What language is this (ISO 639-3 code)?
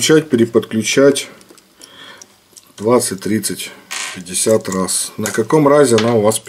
rus